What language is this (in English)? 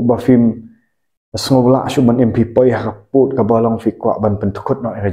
Khasi